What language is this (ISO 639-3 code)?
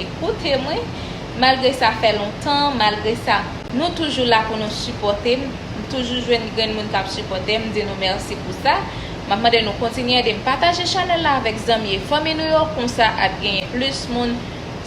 hat